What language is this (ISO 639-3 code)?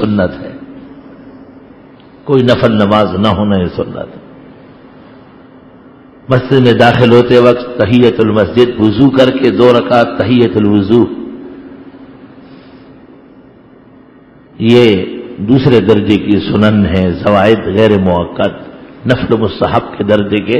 urd